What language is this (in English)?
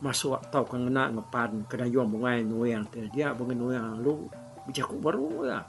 Iban